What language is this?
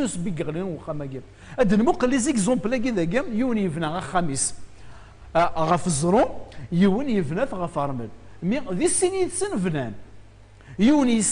Kabyle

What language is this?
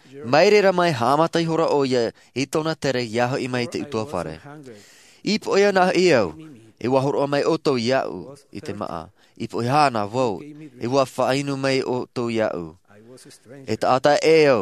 Tahitian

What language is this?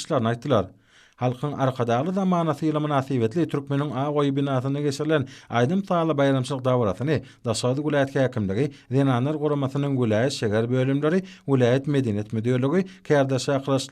Turkmen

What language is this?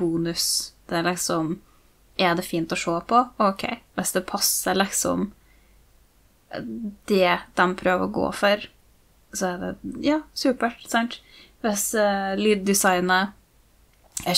Norwegian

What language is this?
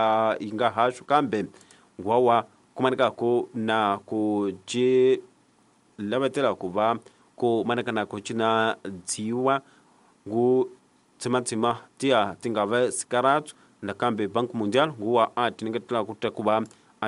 Tsonga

